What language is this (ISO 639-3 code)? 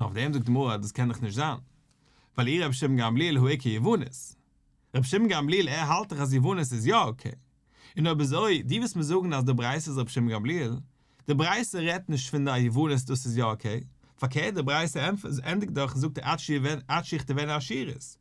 yid